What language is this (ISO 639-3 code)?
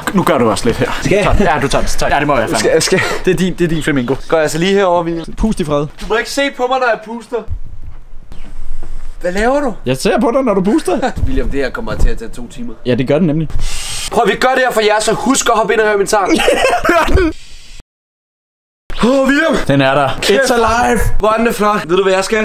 dan